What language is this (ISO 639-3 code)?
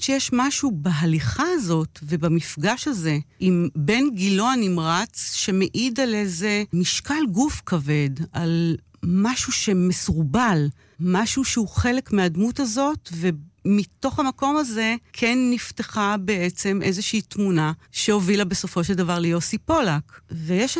heb